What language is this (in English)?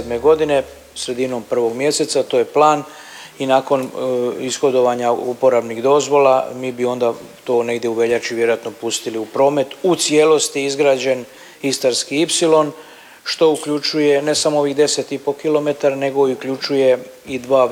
Croatian